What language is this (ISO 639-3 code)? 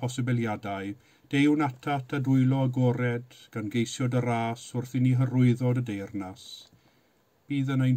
cym